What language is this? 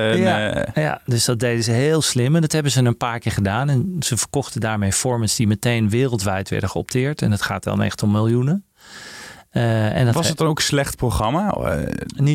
Dutch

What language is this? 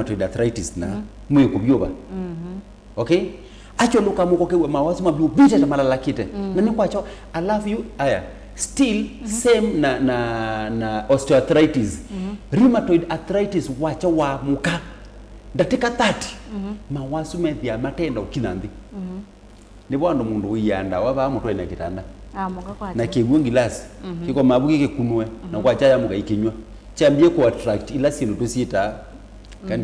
Kamba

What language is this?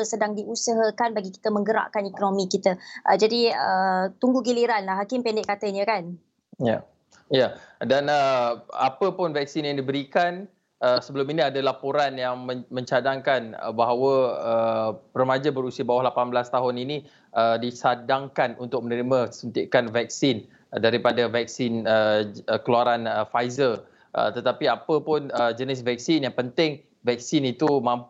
Malay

